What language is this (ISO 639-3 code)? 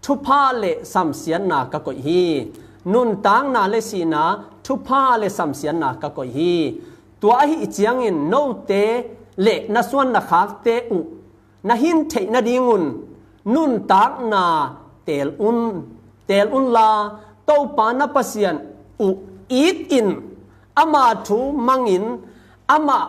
ctd